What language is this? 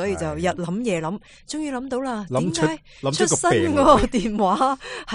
Cantonese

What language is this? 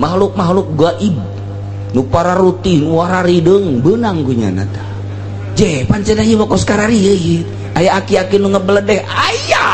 Sundanese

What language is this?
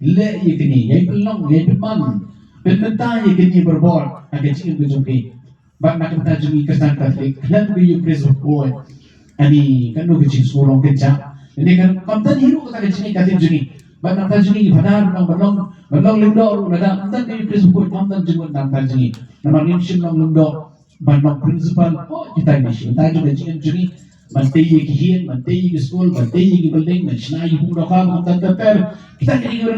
Khasi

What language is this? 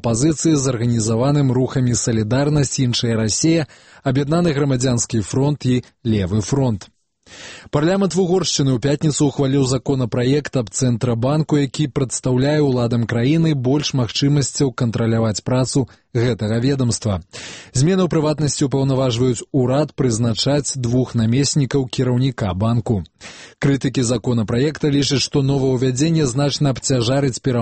Belarusian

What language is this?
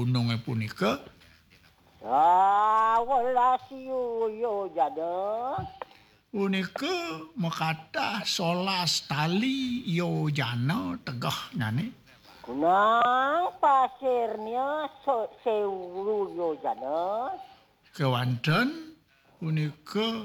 Balinese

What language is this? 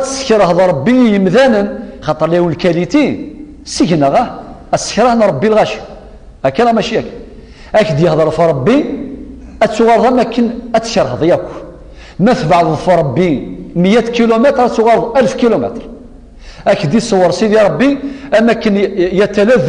Kabyle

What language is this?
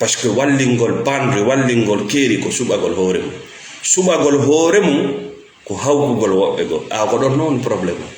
Fula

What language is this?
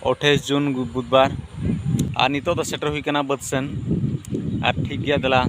Santali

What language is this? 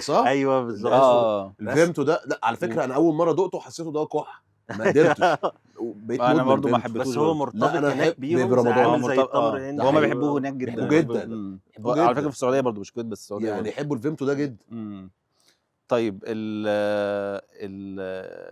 Egyptian Arabic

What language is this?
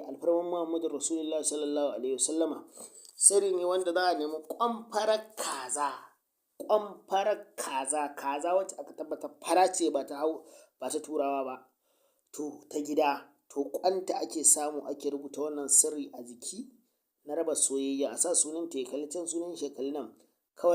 Hausa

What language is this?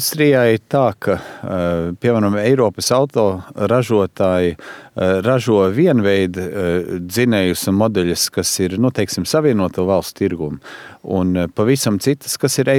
Latvian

